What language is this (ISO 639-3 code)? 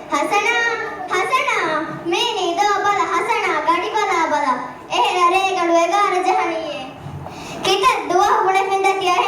div